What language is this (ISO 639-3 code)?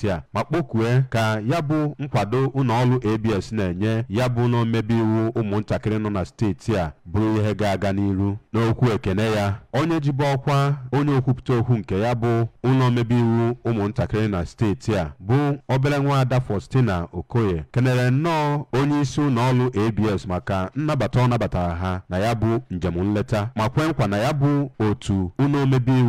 ibo